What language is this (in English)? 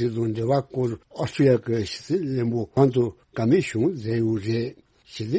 Tibetan